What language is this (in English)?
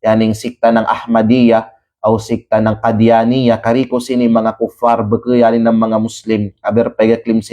Kalagan